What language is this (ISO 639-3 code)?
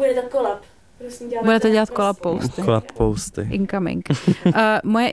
ces